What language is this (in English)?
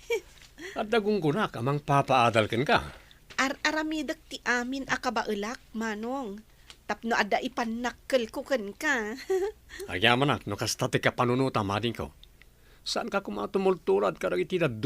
Iloko